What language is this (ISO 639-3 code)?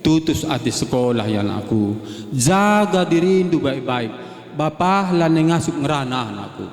btx